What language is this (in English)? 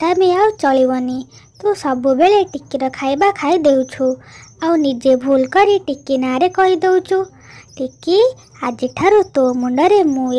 Odia